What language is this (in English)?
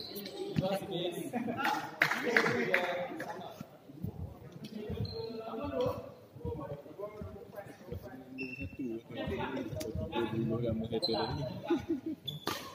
Malay